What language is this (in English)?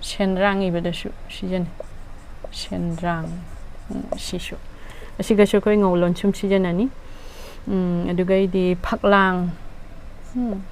Manipuri